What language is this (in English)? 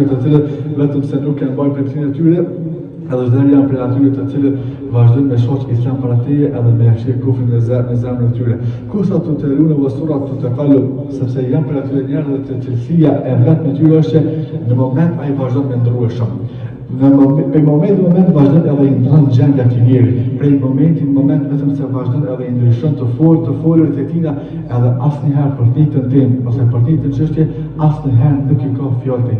Albanian